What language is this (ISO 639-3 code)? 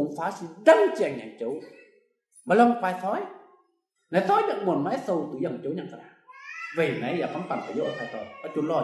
mji